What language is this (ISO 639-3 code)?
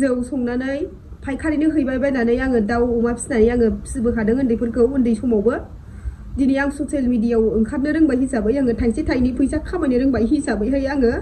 brx